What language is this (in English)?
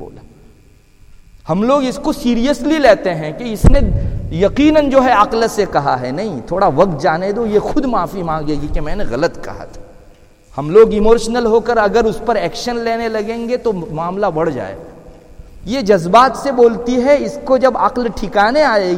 Urdu